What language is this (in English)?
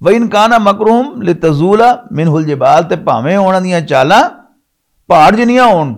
Western Panjabi